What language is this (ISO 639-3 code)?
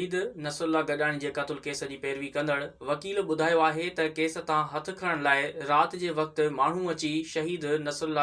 snd